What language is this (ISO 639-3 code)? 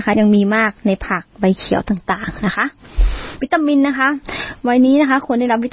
tha